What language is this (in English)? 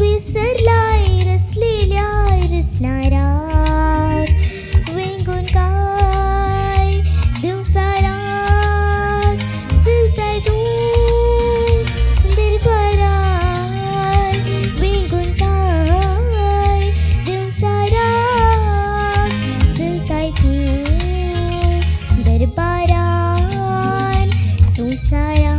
Konkani